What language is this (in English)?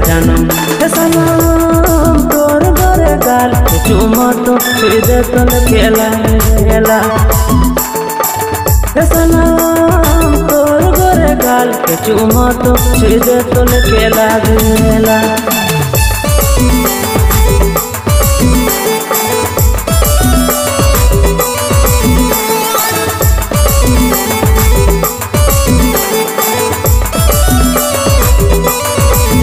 Sadri